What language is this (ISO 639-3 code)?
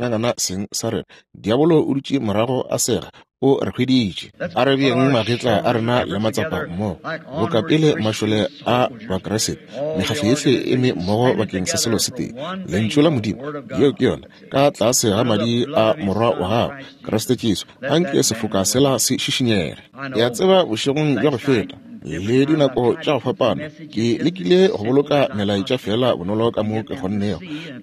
nso